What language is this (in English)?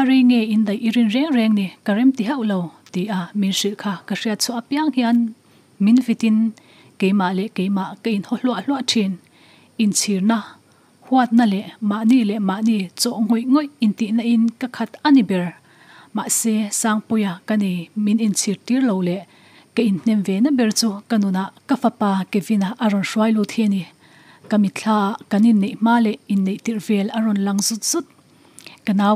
Mizo